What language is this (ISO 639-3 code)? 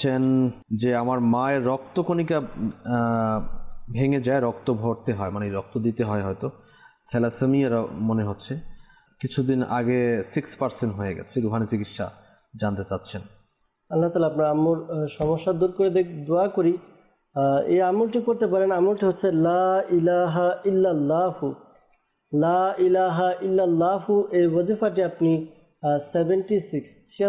ben